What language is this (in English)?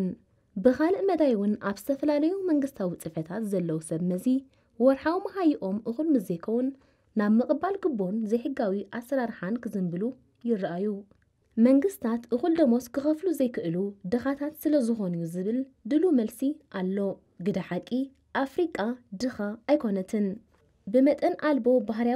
Tigrinya